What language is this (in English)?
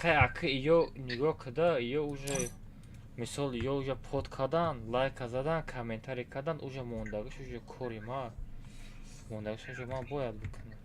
Tajik